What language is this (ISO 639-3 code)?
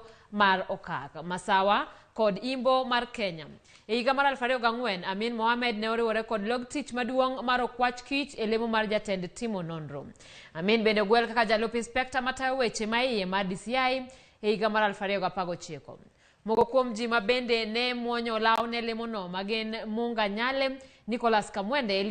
luo